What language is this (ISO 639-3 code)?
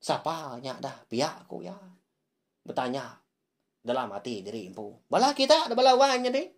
iba